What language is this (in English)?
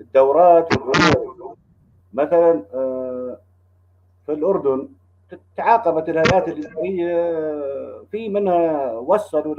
North Levantine Arabic